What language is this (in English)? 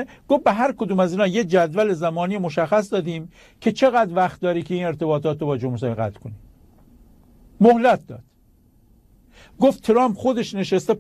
Persian